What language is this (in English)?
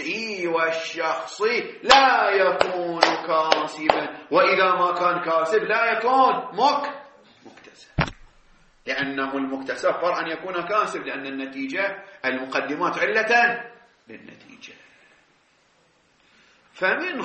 Arabic